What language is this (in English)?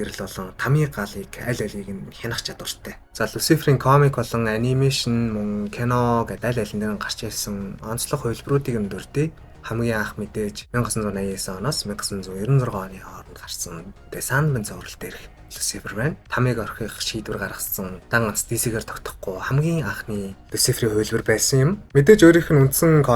Mongolian